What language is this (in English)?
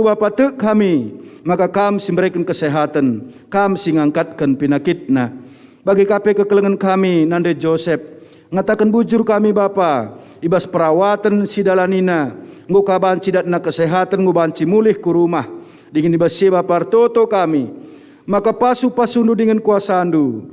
Batak Karo